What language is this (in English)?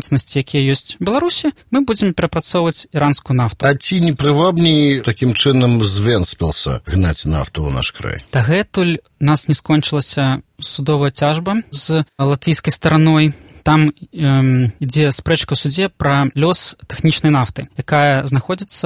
Belarusian